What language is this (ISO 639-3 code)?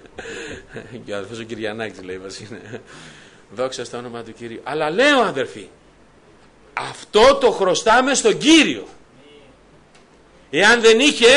ell